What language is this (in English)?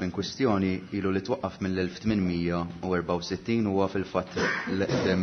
Maltese